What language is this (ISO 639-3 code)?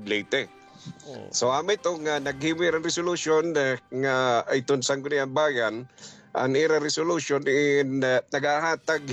war